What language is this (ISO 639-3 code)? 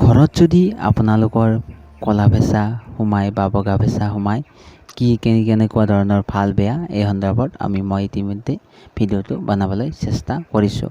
asm